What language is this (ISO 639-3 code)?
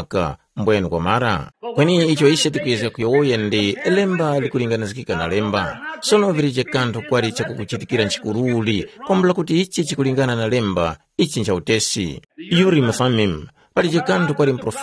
tum